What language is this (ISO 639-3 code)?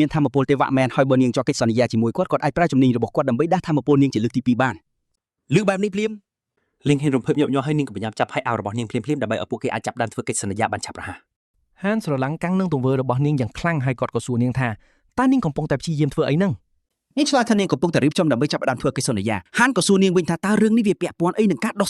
khm